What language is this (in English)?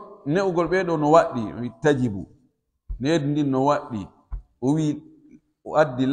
Pular